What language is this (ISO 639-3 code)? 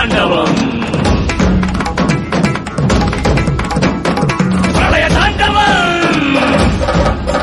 tam